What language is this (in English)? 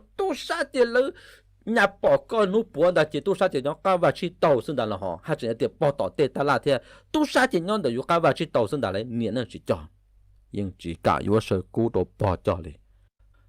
Hmong